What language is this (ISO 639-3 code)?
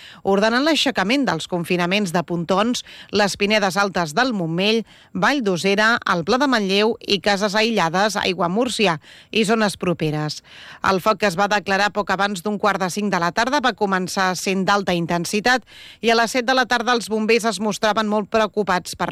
cat